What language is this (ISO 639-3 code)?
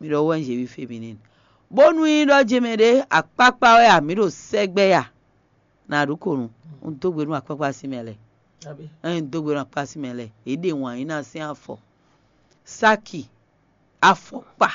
fon